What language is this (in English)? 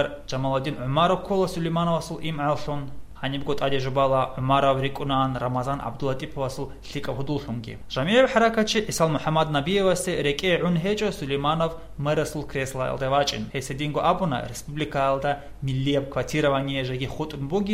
Avaric